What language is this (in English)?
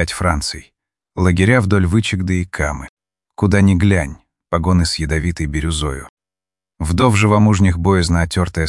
Russian